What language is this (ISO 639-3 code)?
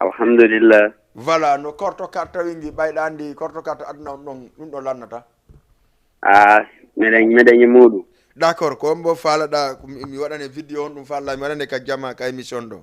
ful